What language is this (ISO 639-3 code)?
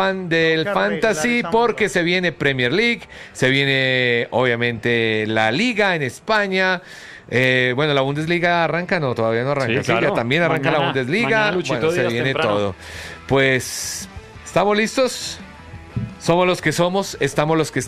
spa